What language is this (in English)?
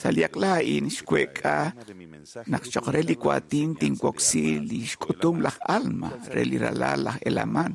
Kekchí